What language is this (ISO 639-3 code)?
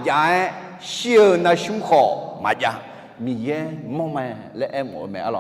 ahk